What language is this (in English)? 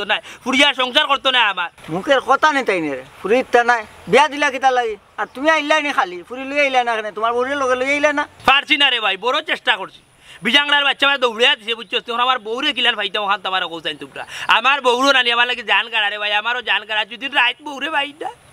Sylheti